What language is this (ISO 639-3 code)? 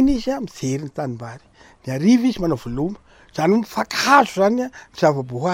mlg